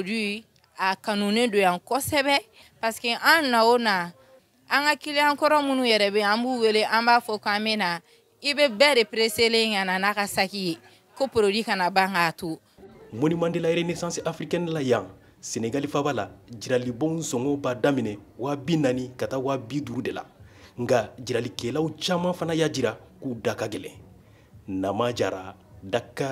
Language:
Bambara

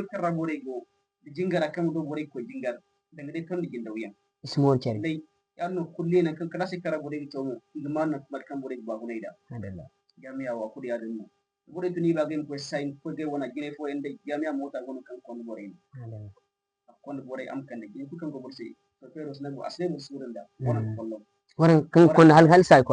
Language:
Zarma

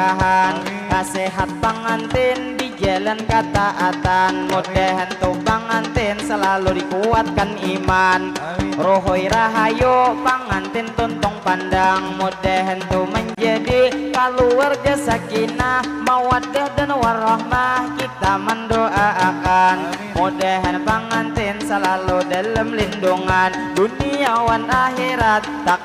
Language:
Banjar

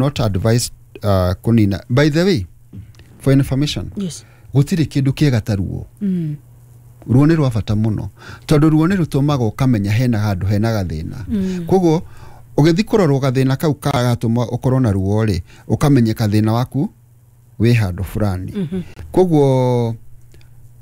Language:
Kikuyu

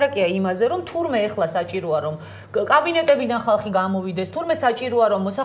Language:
Georgian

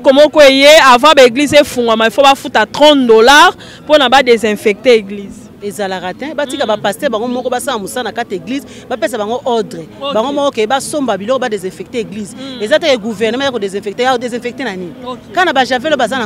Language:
Lingala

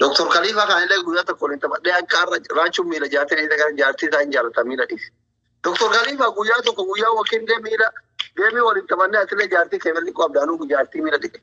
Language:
Oromo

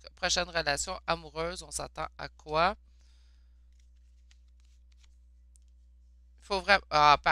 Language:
French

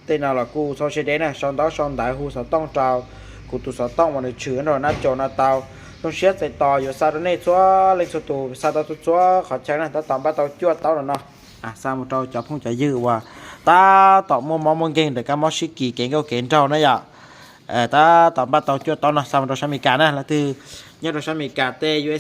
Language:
Hmong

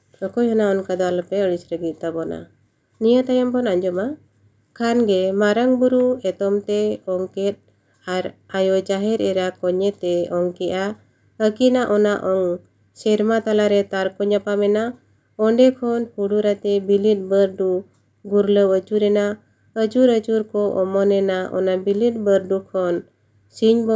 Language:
Santali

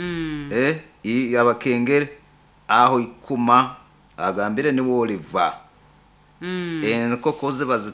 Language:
Nyoro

